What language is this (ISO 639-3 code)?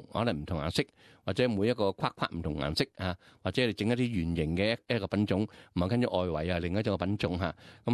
yue